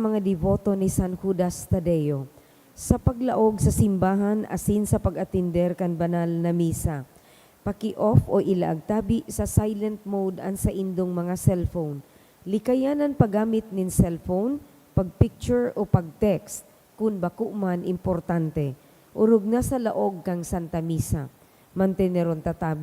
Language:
Bikol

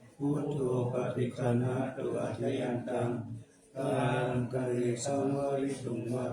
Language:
Pali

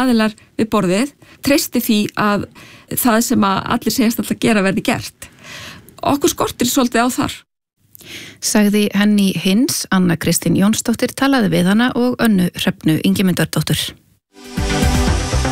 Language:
Icelandic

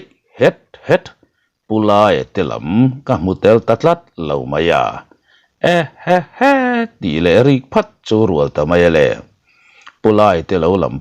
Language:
Mizo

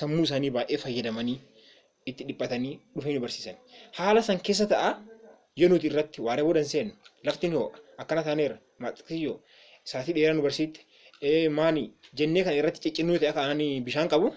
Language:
Oromo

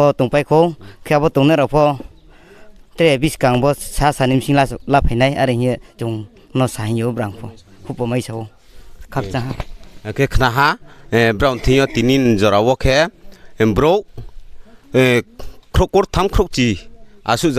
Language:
Riang (India)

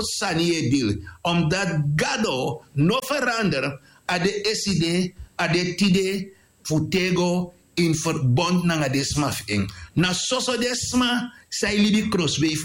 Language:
Sranan Tongo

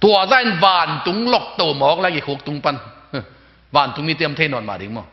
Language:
Tedim Chin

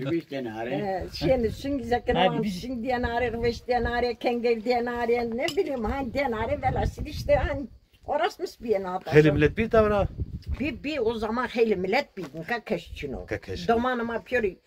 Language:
Zaza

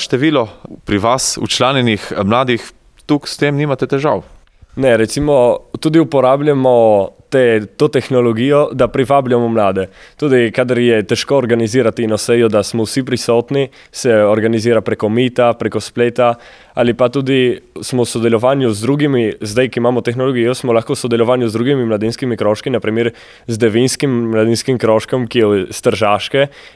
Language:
Slovenian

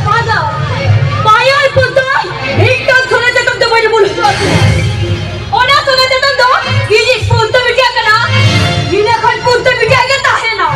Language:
Santali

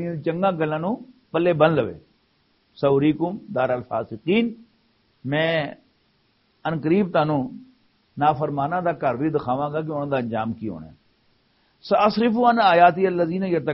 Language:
Western Panjabi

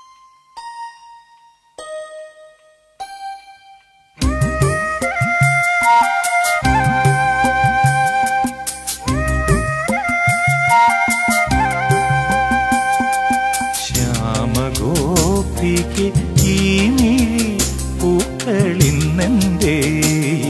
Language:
Malayalam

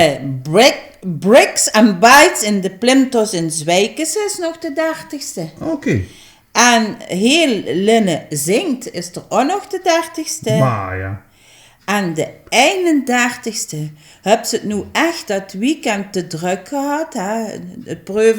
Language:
Limburgish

